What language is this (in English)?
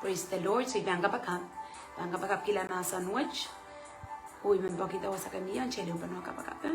Pohnpeian